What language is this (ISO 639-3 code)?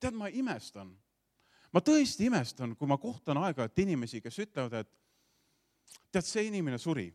est